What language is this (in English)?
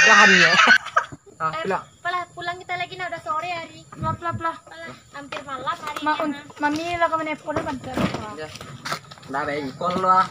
Minangkabau